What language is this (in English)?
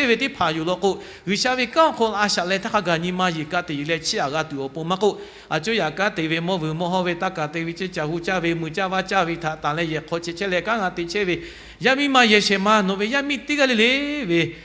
Lahu